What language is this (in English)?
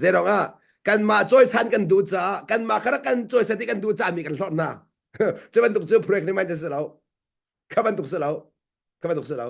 Hakha Chin